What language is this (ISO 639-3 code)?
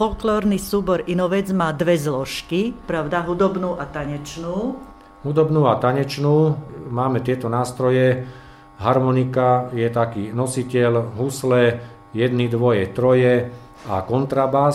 slk